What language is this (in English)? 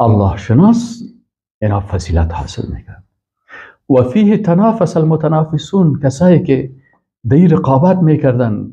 Persian